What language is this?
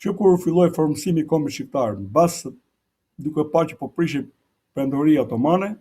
Albanian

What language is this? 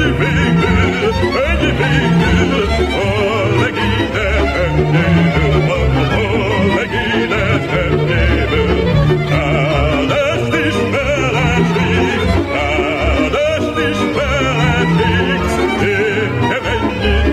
Hungarian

